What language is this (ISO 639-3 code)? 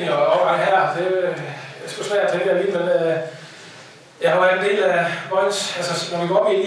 dan